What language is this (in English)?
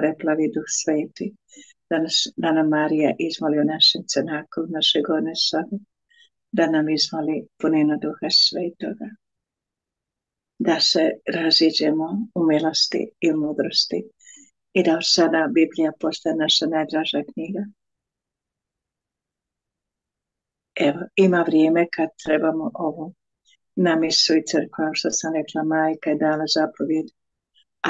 Croatian